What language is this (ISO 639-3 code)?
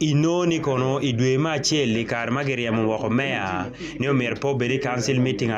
ach